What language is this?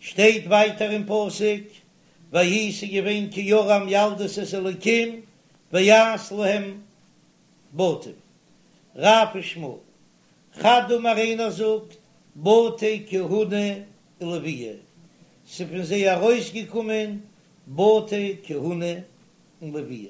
Yiddish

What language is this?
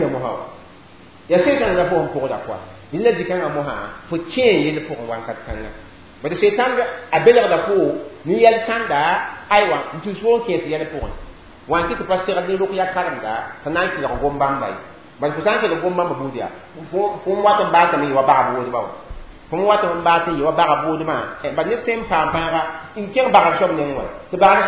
Mossi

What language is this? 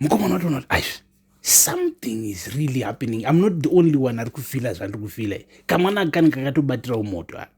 Shona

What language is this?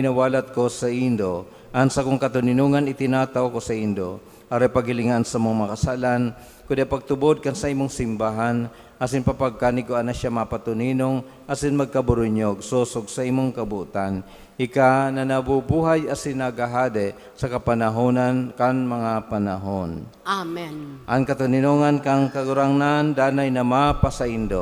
Bikol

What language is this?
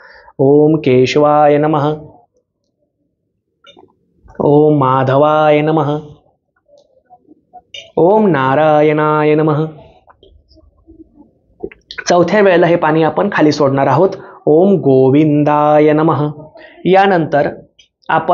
Marathi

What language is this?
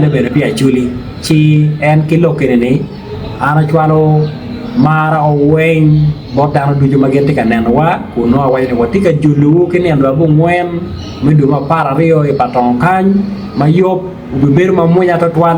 Acoli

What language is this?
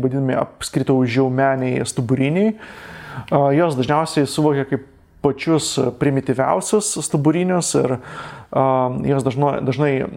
Lithuanian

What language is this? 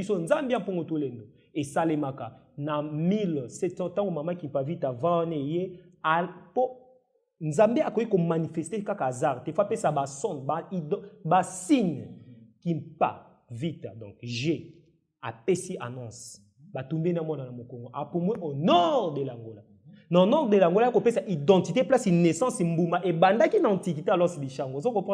Lingala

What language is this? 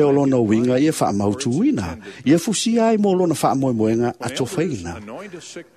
Samoan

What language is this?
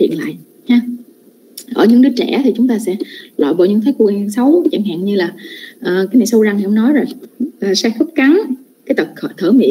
Vietnamese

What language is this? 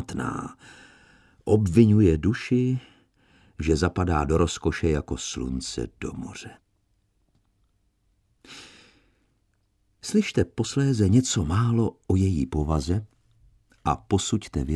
Czech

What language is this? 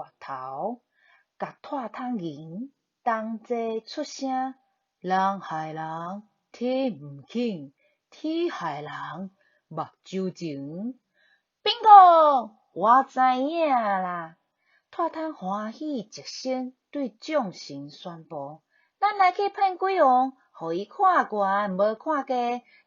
Min Nan Chinese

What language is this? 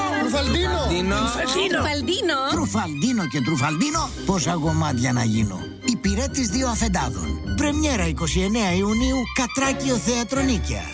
Greek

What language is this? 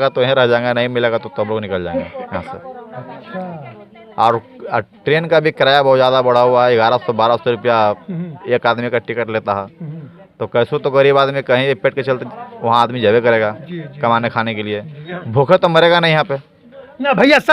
Magahi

